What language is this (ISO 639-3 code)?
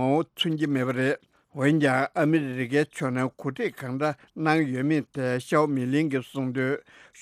bod